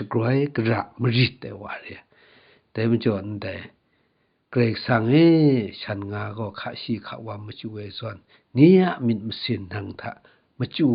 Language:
Kachin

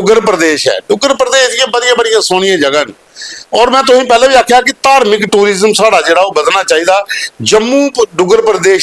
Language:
Dogri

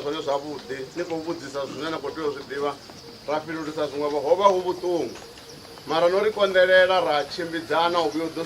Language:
Venda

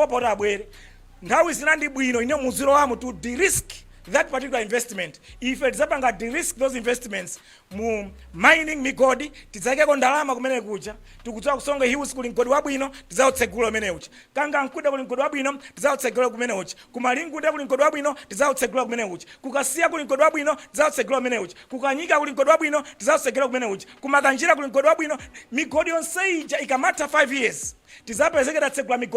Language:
Nyanja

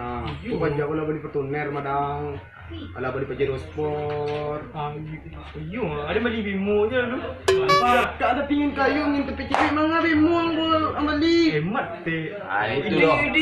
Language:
Minangkabau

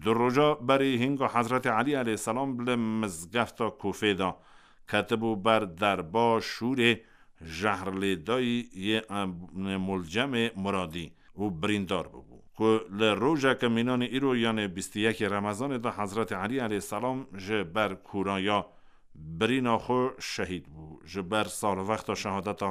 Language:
Kurdish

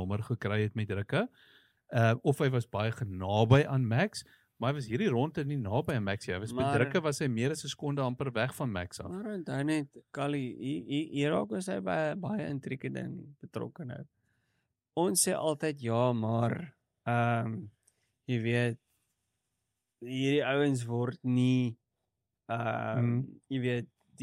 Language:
Afrikaans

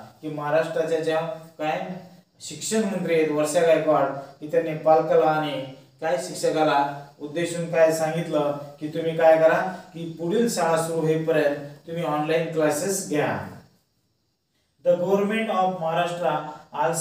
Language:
Marathi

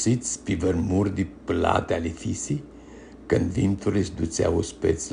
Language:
Aromanian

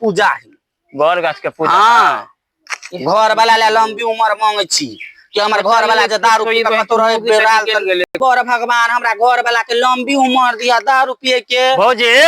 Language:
Maithili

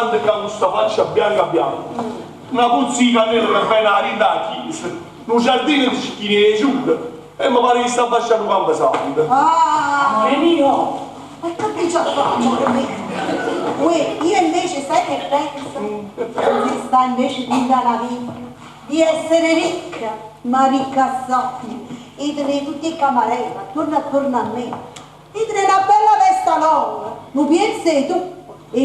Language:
Neapolitan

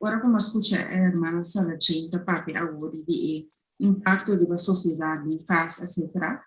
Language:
Papiamento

